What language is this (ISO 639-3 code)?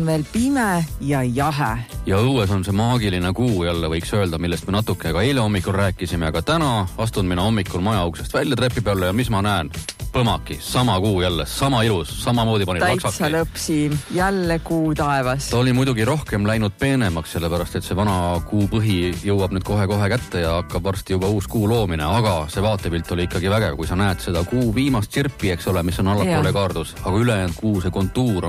est